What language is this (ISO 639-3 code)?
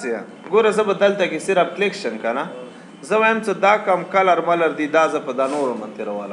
pus